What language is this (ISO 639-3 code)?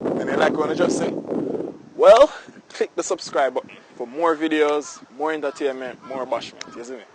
jam